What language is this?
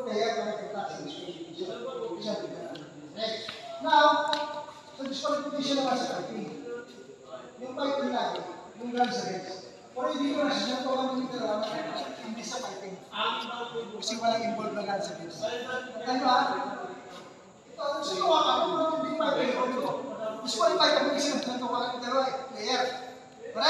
Filipino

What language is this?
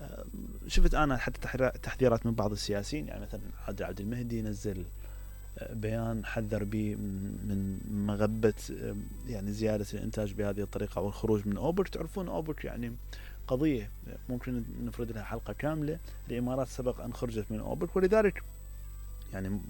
Mesopotamian Arabic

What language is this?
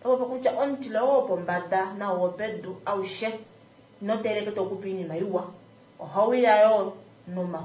Kuanyama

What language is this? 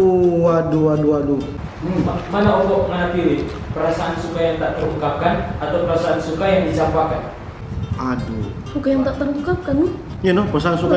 Manado Malay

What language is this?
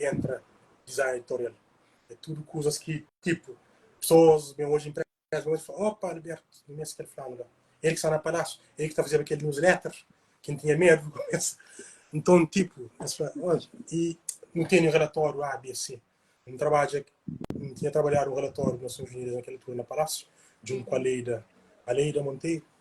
Kabuverdianu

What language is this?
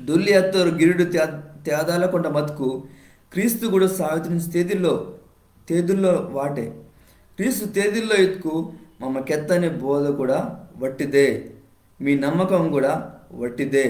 Koya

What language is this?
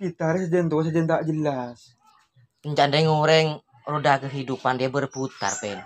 Madurese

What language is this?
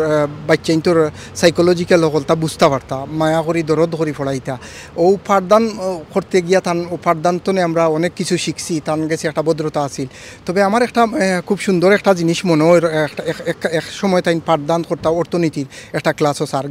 Sylheti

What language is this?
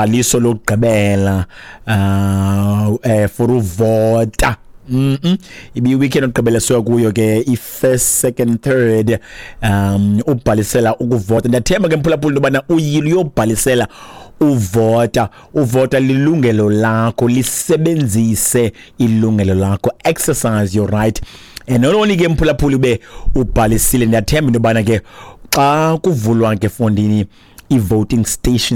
Xhosa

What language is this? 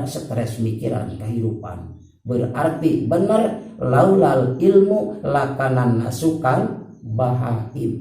Sundanese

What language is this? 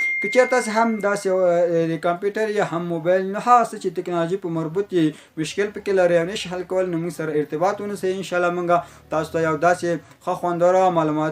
Pashto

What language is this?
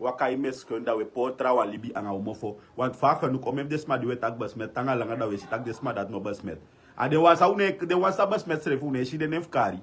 Sranan Tongo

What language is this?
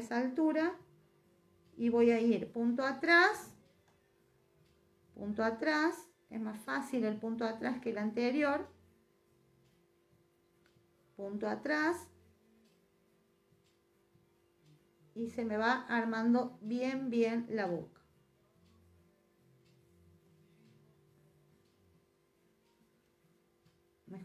Spanish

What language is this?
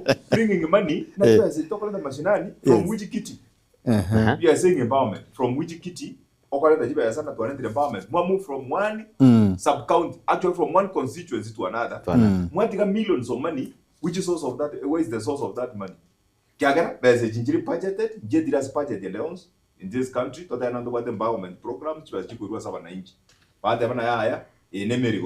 Gusii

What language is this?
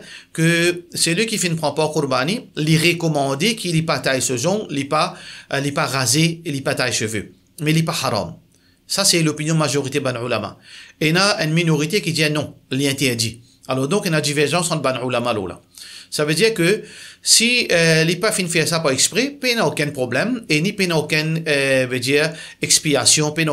Morisyen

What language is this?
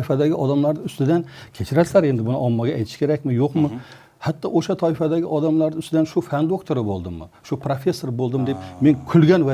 Uzbek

